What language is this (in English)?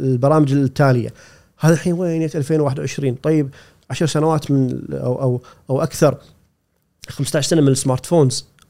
Gulf Arabic